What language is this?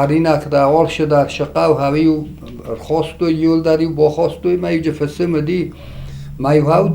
Ossetic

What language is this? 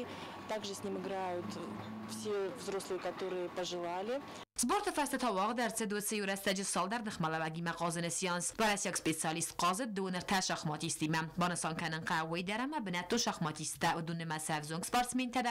Ossetic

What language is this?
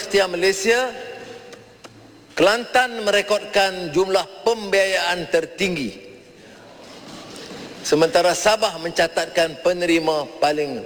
Malay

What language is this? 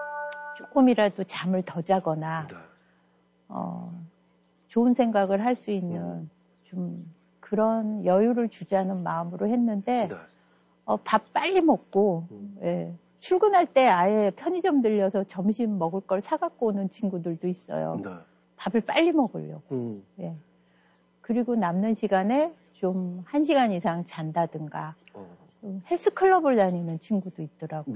Korean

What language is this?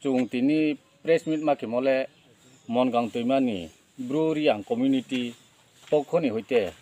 Riang (India)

